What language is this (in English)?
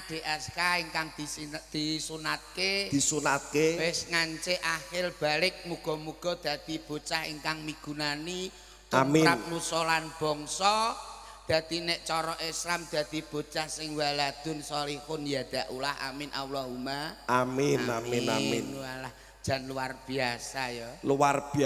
Javanese